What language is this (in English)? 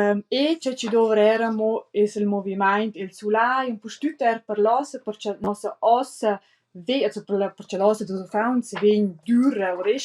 Romansh